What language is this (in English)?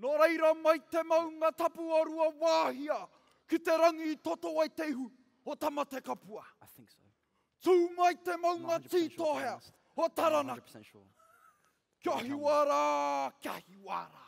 Māori